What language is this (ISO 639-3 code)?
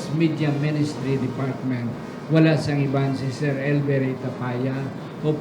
hil